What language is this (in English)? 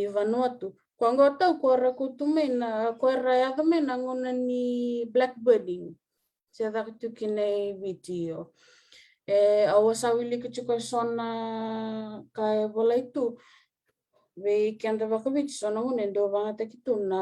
Fijian